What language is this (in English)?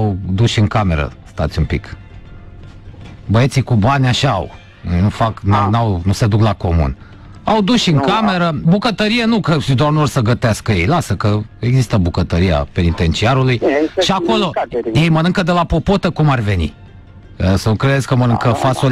Romanian